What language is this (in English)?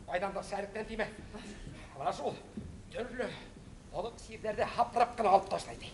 Bashkir